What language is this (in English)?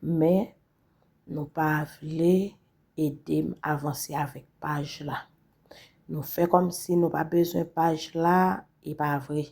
Haitian Creole